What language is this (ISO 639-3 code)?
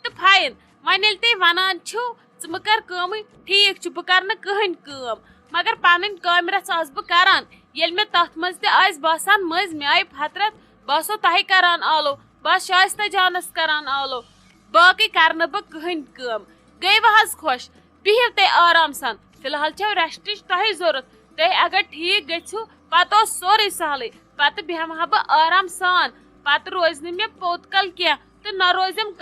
kas